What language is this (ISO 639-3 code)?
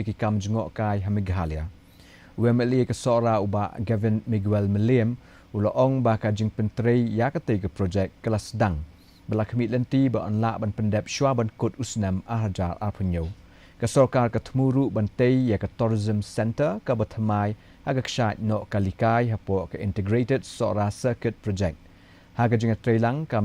kha